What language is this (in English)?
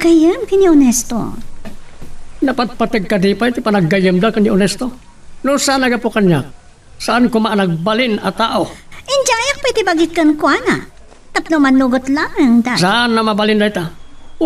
Iloko